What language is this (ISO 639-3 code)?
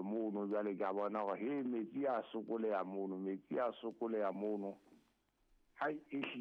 sot